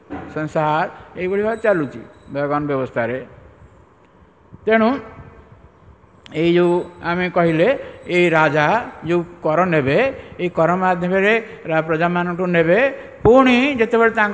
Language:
Odia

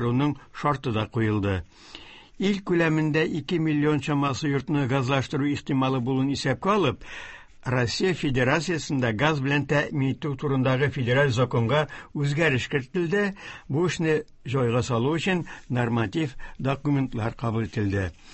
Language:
Tatar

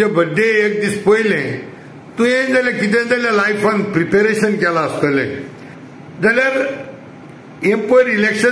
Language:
Konkani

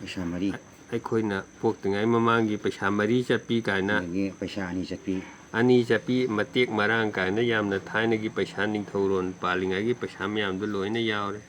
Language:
Manipuri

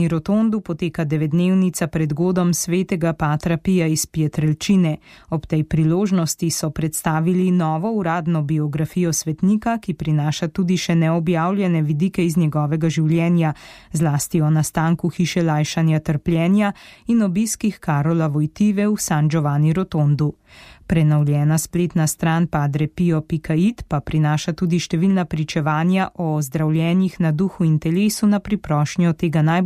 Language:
Slovenian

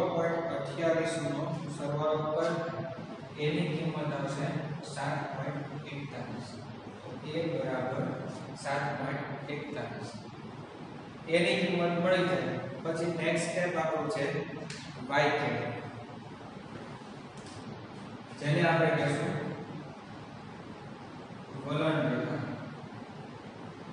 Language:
Gujarati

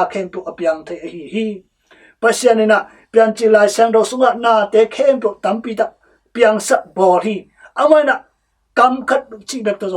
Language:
Tedim Chin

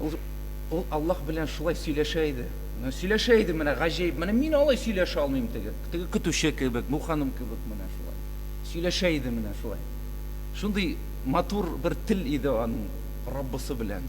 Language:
Tatar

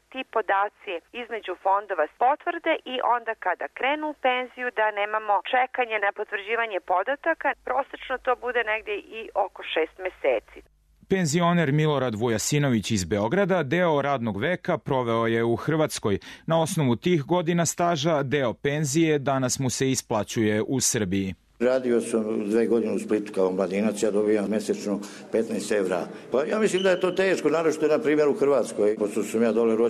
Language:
Serbian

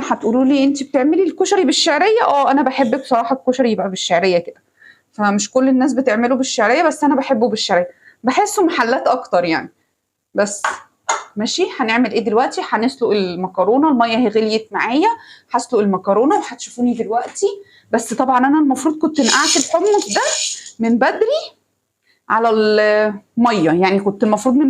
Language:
Egyptian Arabic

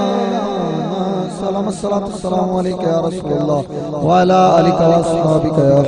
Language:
Saraiki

